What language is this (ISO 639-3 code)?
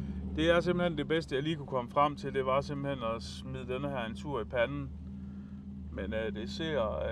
dan